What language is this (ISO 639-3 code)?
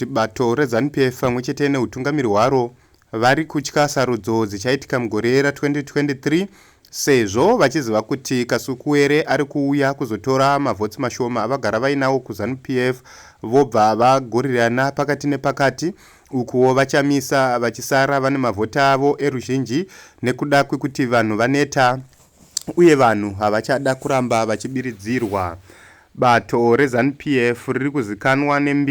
sna